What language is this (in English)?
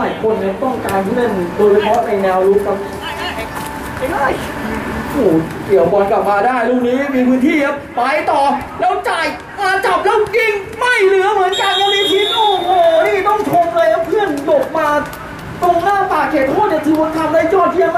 Thai